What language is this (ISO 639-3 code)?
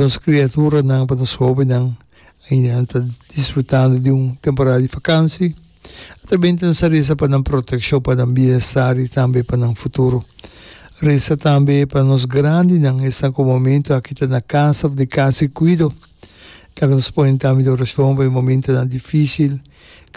pap